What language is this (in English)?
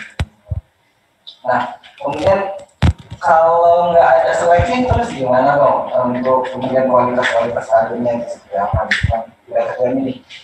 Indonesian